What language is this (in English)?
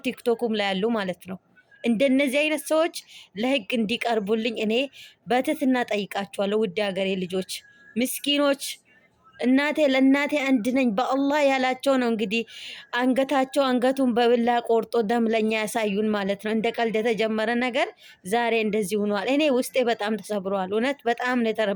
Amharic